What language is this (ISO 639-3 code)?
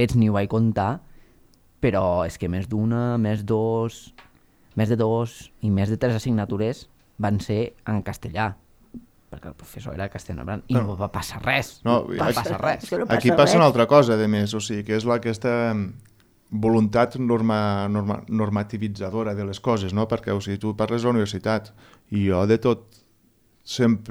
cat